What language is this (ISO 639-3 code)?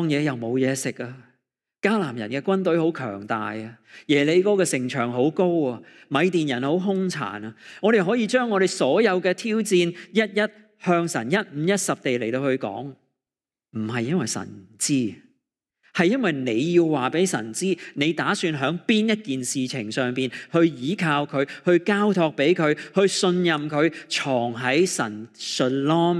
yue